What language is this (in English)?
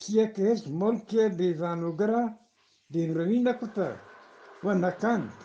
Eastern Balochi